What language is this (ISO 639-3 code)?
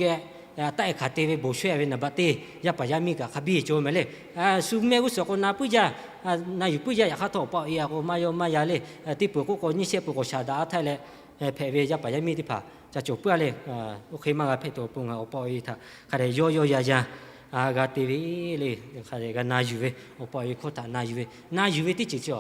lhu